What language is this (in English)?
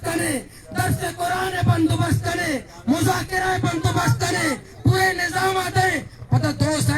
Baluchi